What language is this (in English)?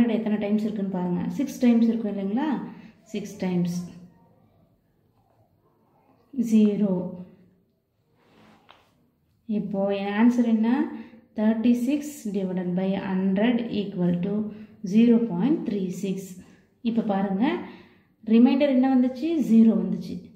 Tamil